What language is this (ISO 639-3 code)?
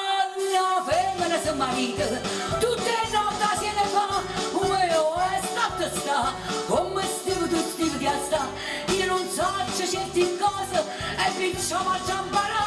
nap